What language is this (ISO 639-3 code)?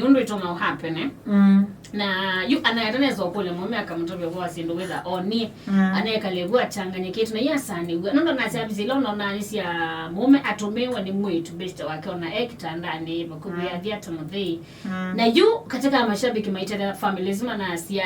kam